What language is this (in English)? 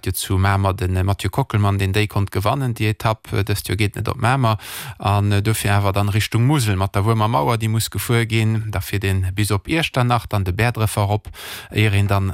Luxembourgish